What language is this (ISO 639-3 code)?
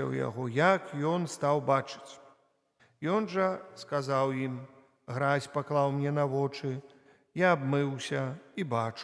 bel